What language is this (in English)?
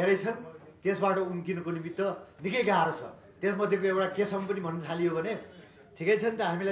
Nepali